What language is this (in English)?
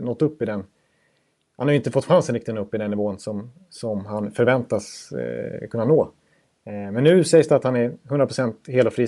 Swedish